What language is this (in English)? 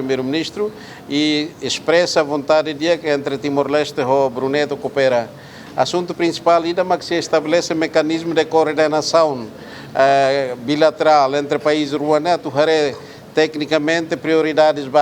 Tetum